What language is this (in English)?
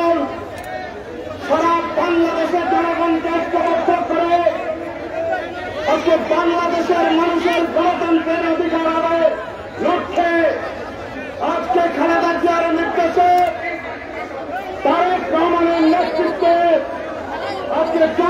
Bangla